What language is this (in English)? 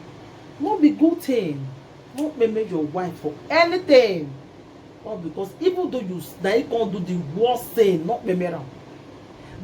Nigerian Pidgin